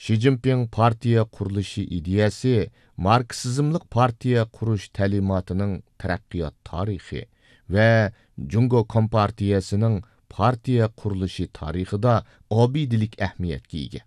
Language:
Uyghur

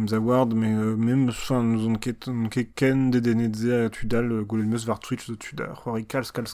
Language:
Breton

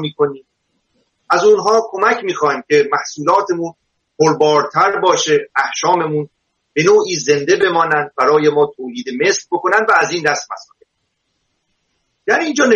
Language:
Persian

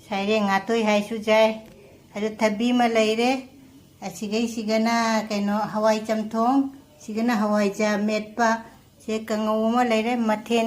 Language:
Manipuri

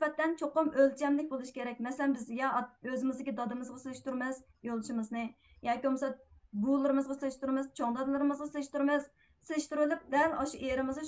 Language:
Uyghur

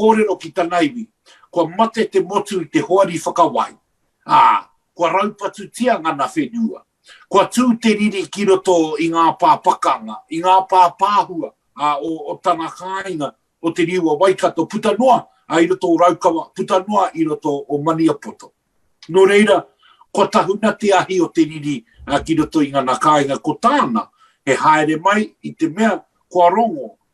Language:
Māori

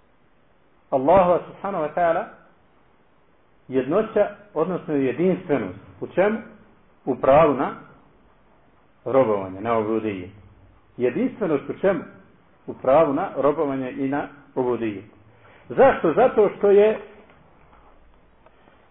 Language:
Bosnian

